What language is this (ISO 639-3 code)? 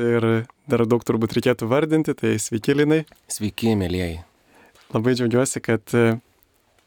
lit